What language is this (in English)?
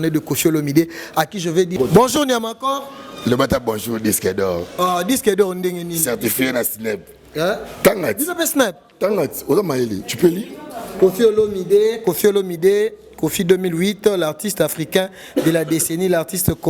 Lingala